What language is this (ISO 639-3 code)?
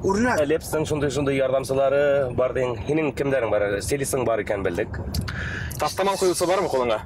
bak